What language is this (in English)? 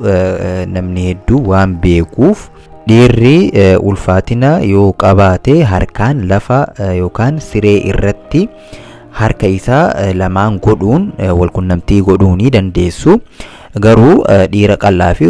Oromo